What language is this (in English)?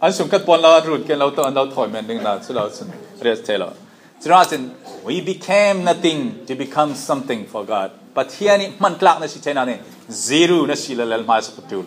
Falam Chin